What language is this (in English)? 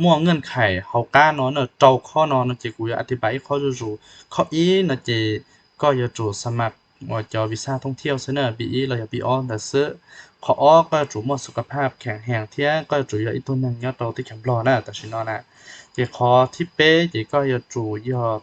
Hmong